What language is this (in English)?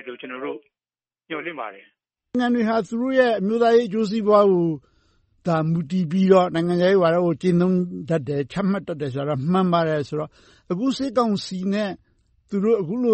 Burmese